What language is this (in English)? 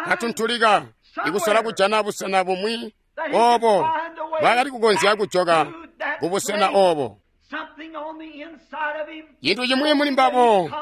Tonga (Zambia)